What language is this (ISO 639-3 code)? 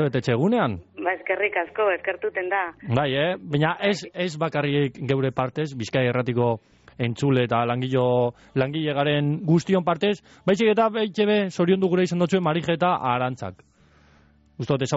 eus